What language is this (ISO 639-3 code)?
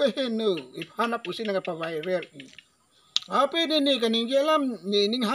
mjw